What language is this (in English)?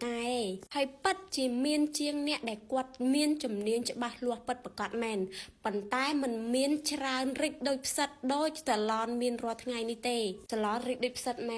Khmer